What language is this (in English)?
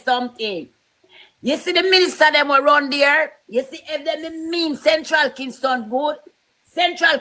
Jamaican Creole English